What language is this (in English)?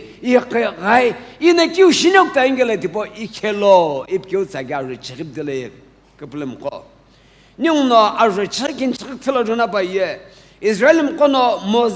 Sumi Naga